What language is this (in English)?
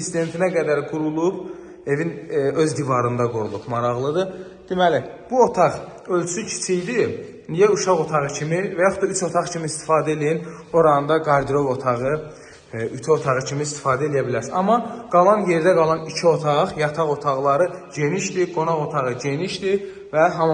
Azerbaijani